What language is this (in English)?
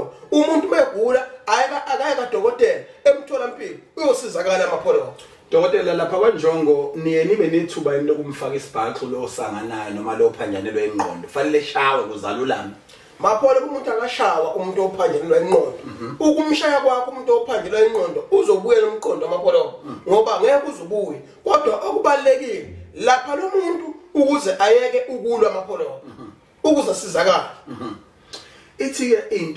Zulu